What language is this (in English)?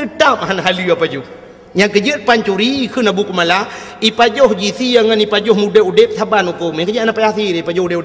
Achinese